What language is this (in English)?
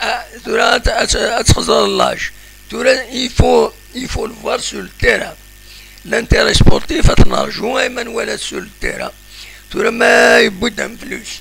Kabyle